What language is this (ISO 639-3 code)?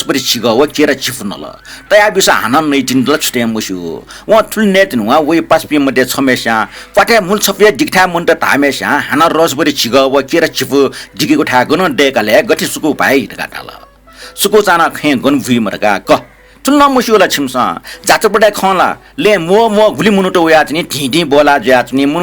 new